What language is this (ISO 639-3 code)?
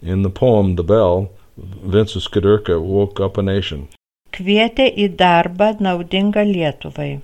lit